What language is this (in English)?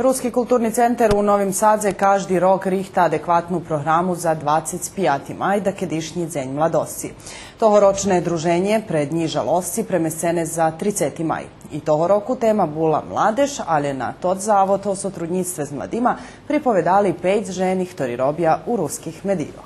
Rusyn